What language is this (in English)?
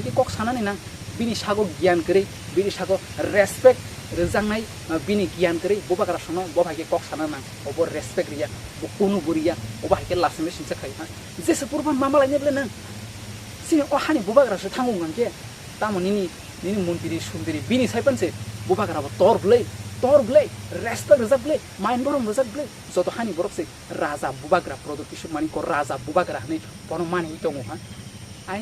Kok Borok